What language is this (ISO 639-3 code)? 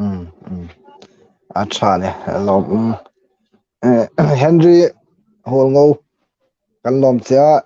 hmr